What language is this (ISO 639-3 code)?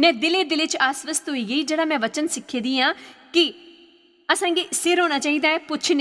doi